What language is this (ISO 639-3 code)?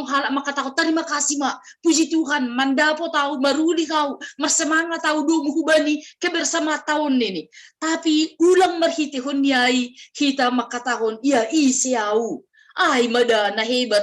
bts